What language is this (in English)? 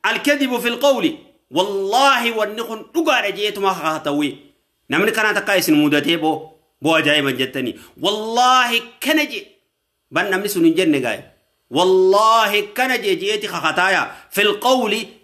Oromo